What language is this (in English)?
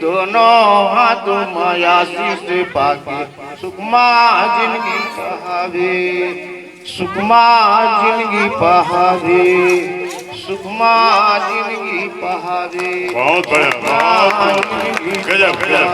Chhattisgarhi